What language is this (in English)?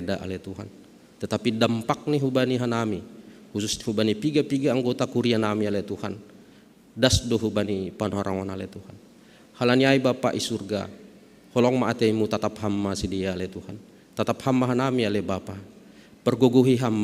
Batak Simalungun